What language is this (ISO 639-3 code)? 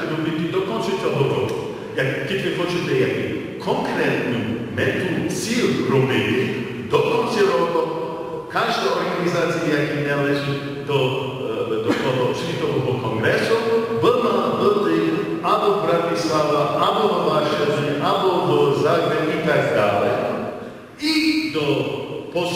rue